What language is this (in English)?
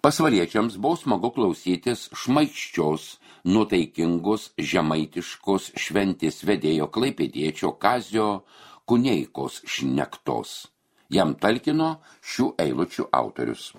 Lithuanian